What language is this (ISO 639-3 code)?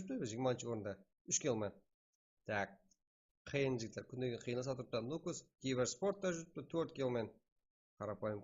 kaa